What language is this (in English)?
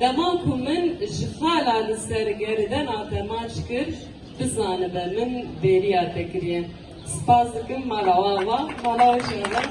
Kurdish